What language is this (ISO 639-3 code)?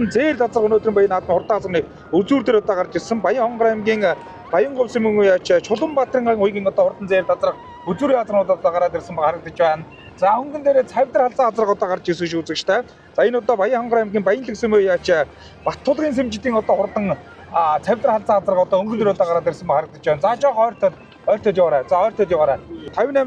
mon